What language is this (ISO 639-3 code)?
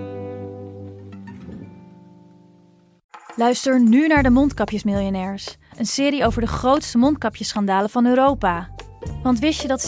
nld